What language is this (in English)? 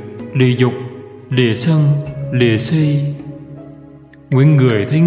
Vietnamese